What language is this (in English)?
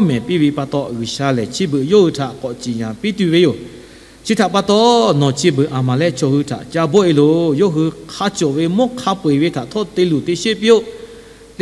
Lahu